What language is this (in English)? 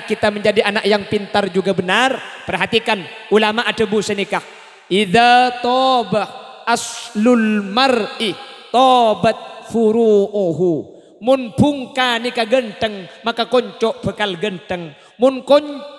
Madurese